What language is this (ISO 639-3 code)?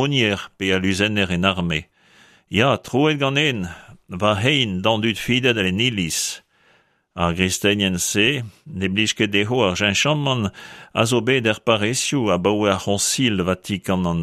bre